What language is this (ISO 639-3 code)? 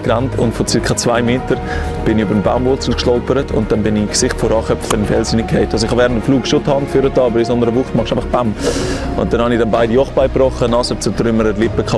gsw